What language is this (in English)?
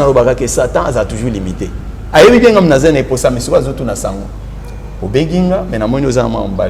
Lingala